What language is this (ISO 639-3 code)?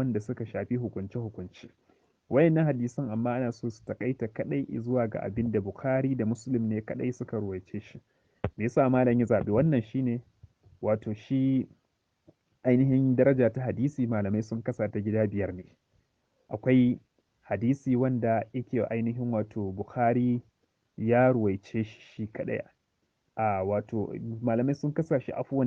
hau